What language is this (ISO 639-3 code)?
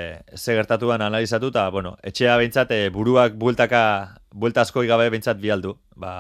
eus